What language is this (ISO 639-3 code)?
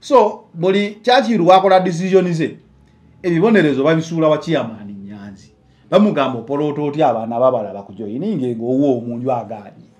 lug